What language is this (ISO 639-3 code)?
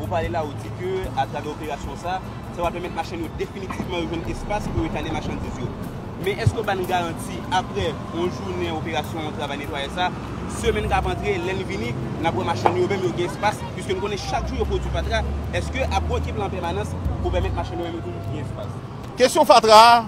hat